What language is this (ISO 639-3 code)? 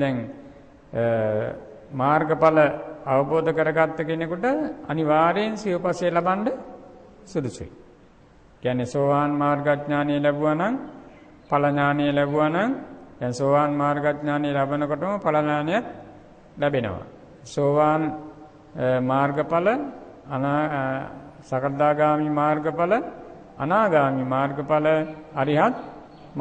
sin